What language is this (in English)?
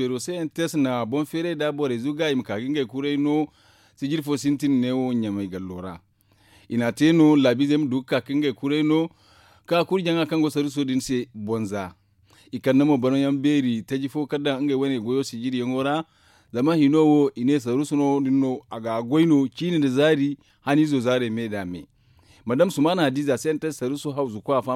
Zarma